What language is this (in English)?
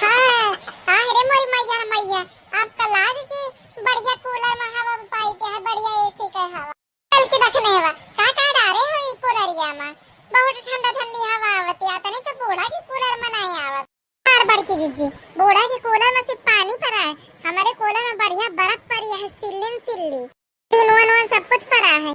Awadhi